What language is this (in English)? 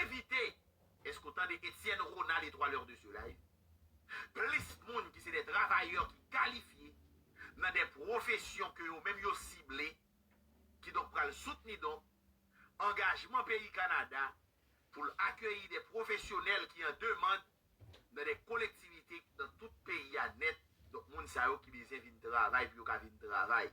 Haitian Creole